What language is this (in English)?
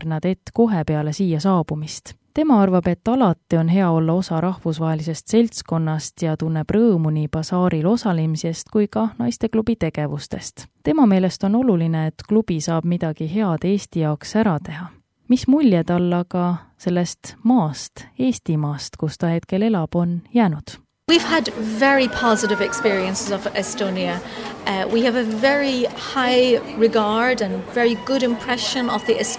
Estonian